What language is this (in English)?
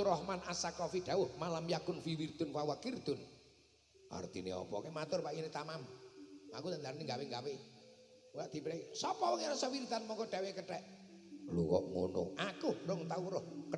Javanese